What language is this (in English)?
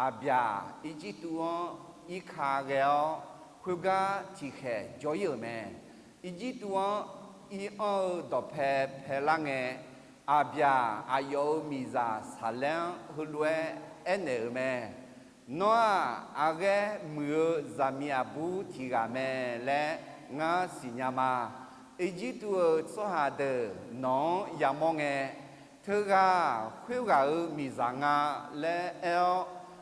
Akha